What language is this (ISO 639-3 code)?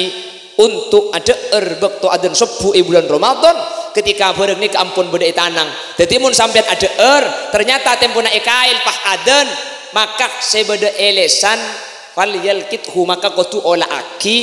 mad